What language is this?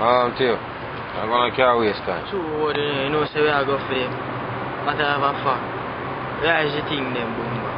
Jamaican Creole English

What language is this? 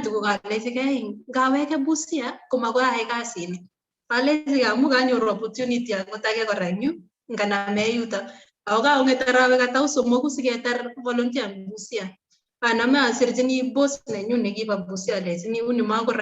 Kalenjin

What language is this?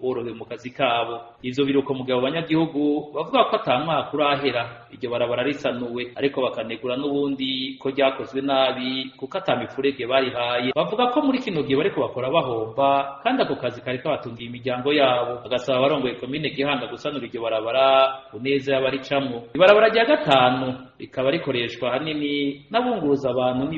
Rundi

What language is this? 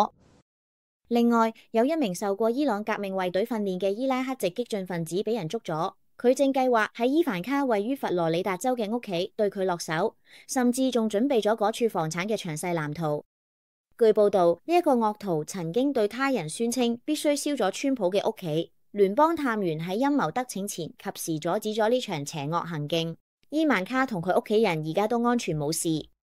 Cantonese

